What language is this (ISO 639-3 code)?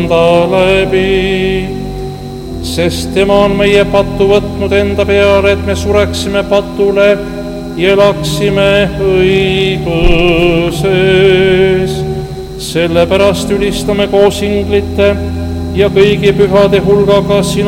est